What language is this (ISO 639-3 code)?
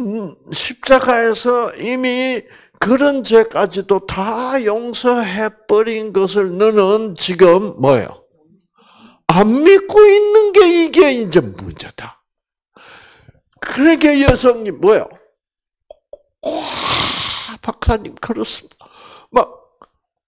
kor